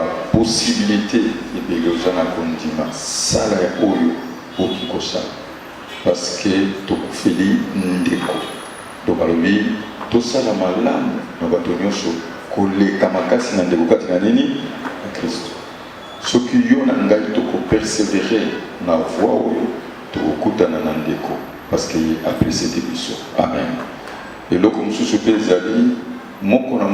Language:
Lingala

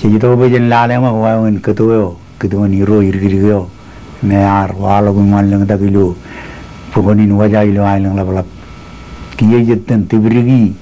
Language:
Marshallese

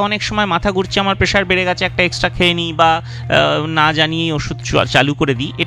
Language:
Bangla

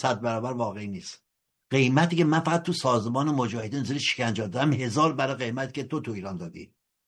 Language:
Persian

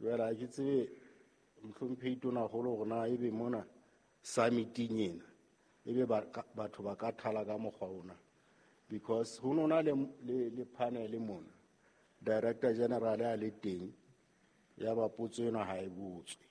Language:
Southern Sotho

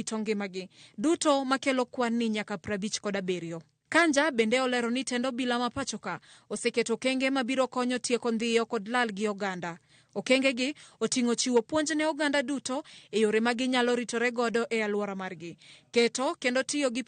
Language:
Luo (Kenya and Tanzania)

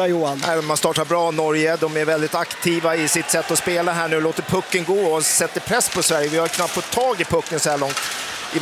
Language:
Swedish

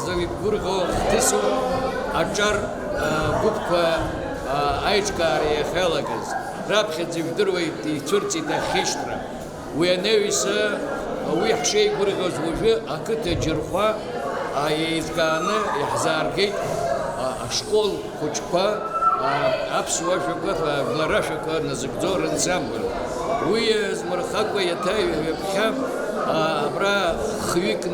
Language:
Abkhazian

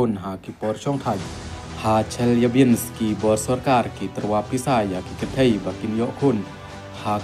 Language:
Khasi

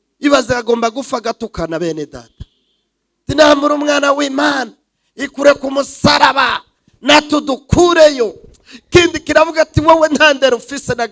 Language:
Rundi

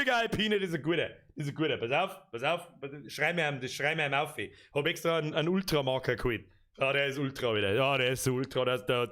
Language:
Bavarian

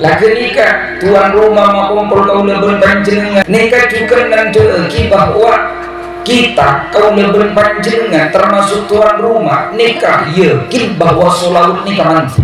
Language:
Madurese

